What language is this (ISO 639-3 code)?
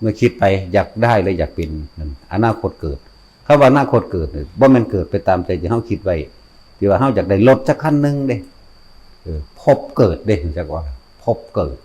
tts